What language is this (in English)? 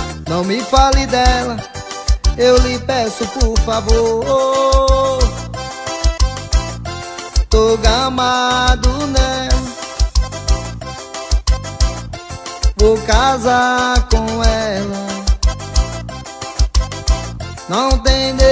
Portuguese